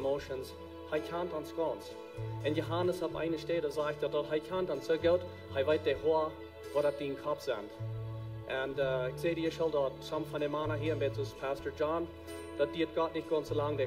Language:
Plautdietsch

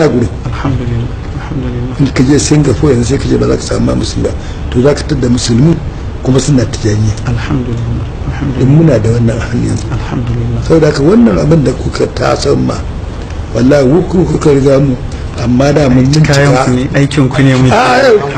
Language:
Hausa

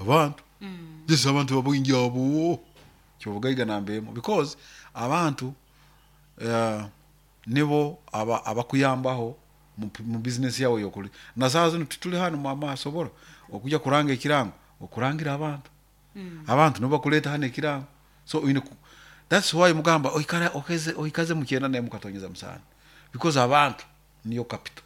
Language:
Nyoro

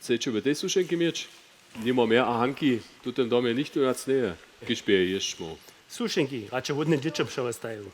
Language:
Upper Sorbian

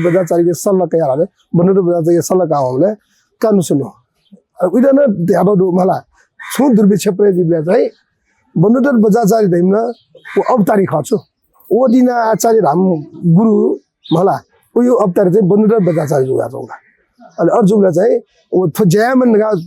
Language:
Newari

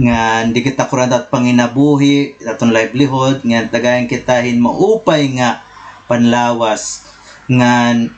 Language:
Waray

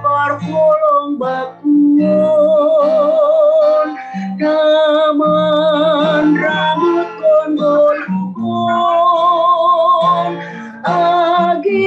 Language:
Batak Simalungun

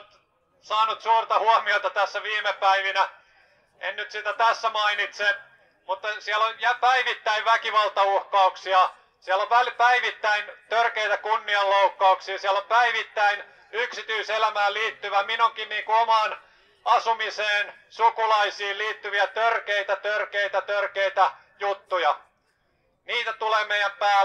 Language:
Finnish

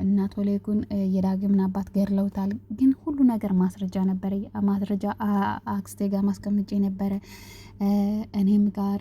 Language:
Amharic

